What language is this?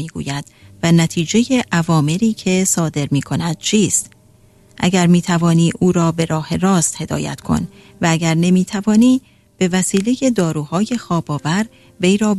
Persian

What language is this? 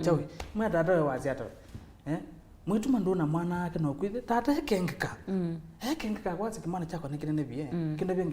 Kamba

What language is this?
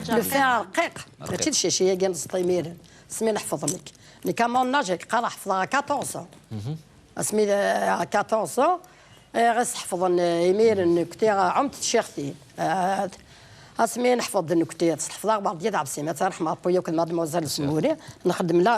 Kabyle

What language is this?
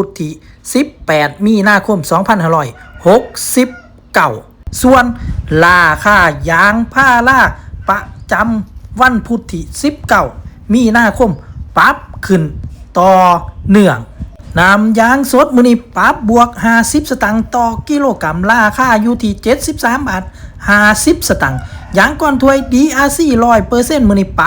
Northeastern Thai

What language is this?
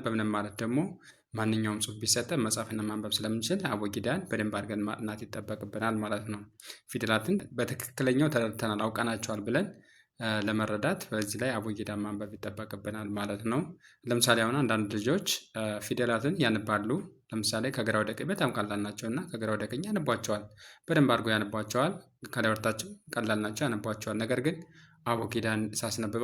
Amharic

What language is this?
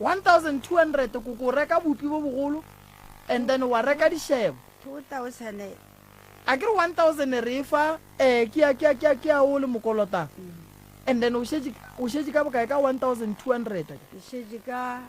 Northern Sotho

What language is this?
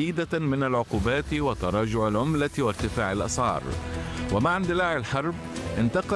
Arabic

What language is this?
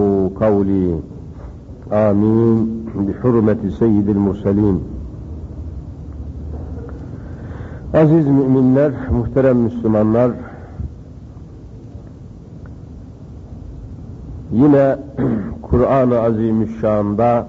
Turkish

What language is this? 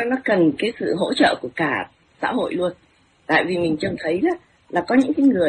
Vietnamese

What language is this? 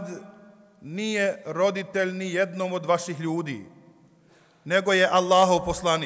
Bosnian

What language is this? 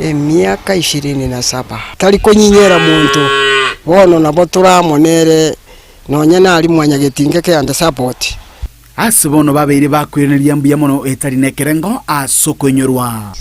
Gusii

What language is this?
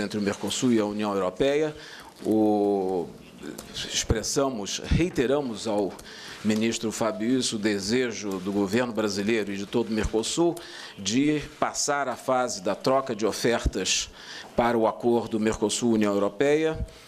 Portuguese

